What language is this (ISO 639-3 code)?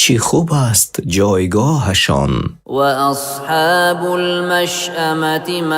fas